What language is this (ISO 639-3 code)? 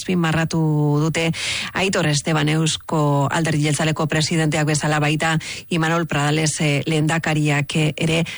eus